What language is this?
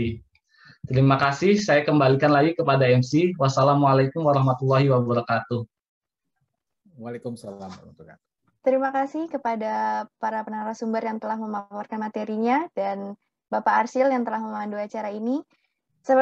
Indonesian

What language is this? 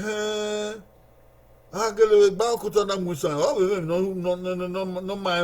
Bini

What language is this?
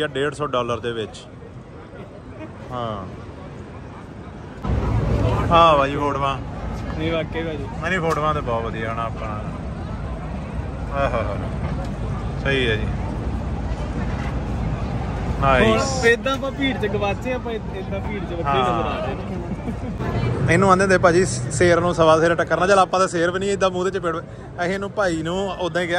Punjabi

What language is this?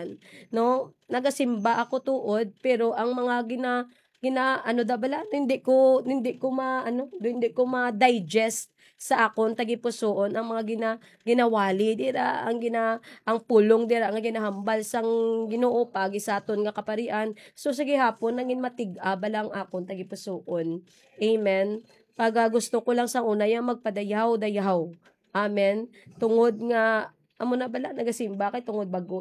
Hiligaynon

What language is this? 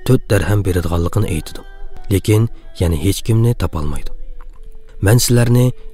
Uyghur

